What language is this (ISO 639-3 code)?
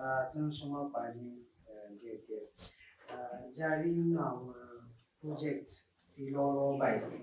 yor